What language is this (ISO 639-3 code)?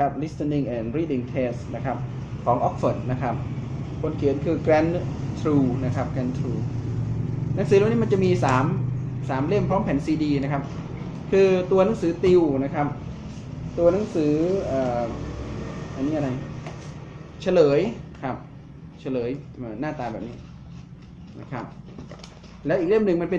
tha